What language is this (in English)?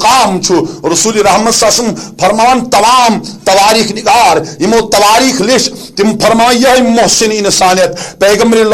Kashmiri